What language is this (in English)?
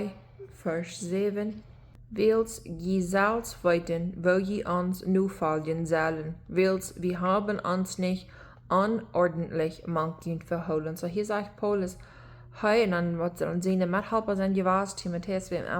Plautdietsch